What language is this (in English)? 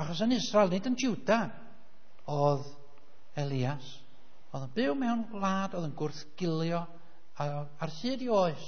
Welsh